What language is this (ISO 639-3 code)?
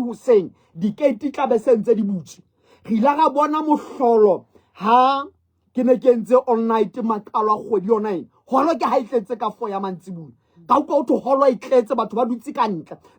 sot